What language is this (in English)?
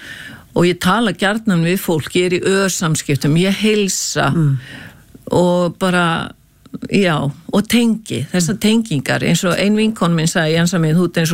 Icelandic